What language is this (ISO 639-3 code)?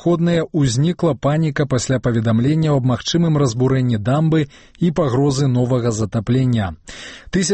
bel